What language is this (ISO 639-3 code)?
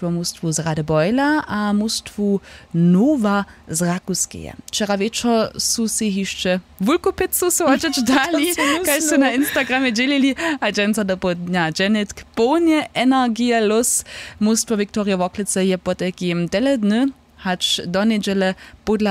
hsb